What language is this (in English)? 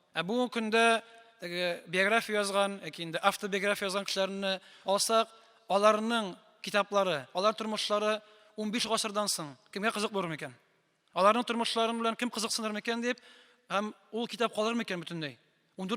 Tatar